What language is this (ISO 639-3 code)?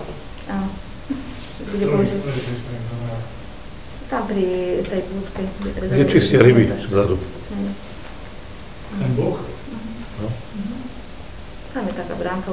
slk